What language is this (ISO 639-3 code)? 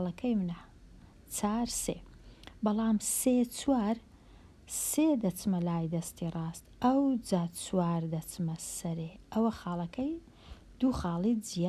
ckb